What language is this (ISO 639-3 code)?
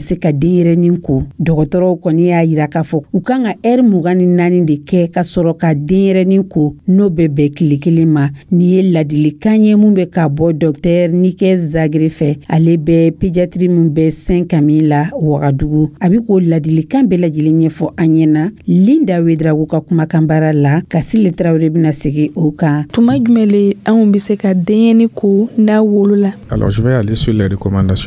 dyu